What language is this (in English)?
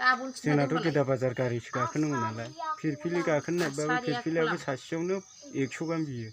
Bodo